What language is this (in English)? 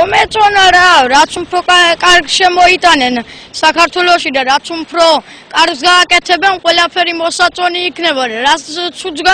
Georgian